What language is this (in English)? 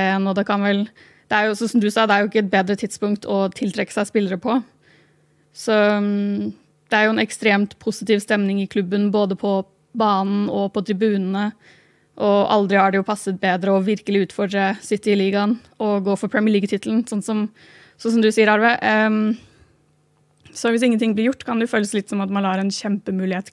Norwegian